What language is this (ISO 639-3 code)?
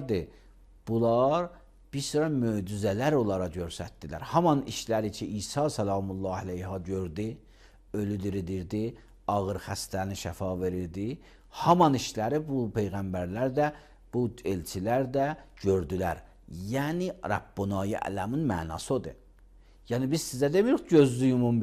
aze